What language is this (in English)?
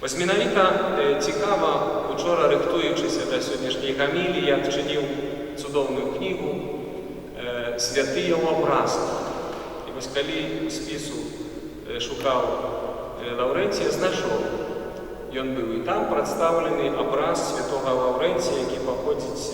Belarusian